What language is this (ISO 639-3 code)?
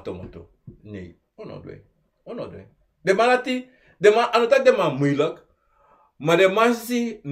srn